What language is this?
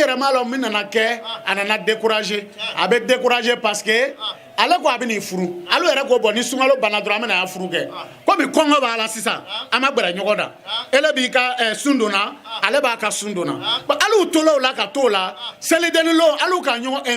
Bambara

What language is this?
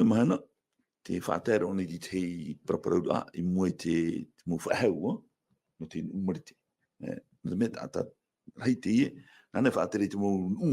Tahitian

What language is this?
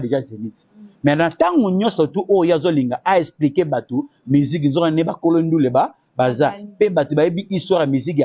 Lingala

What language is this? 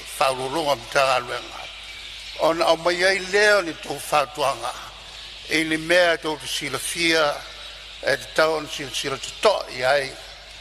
Samoan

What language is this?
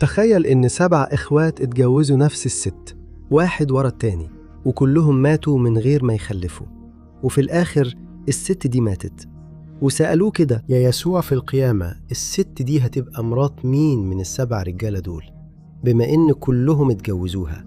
Egyptian Arabic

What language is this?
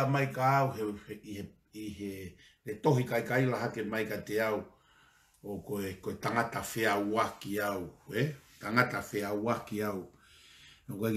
Tongan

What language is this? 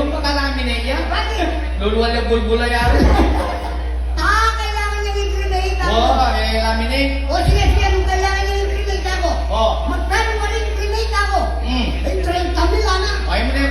Pampanga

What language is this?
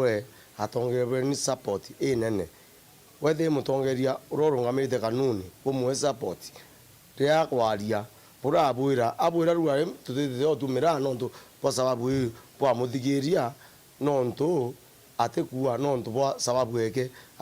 Meru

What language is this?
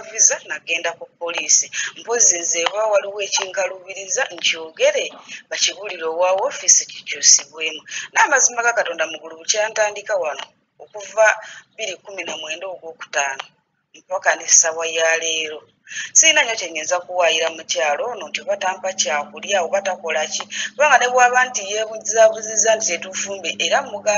Ganda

